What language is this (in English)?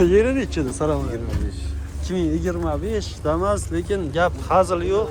Uzbek